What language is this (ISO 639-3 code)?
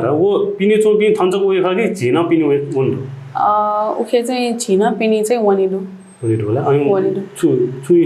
new